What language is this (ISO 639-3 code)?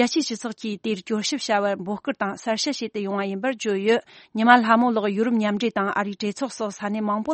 bod